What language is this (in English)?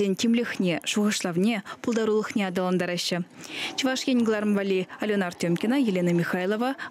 Chuvash